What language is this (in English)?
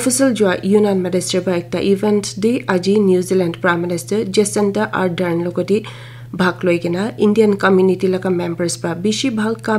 Naga Pidgin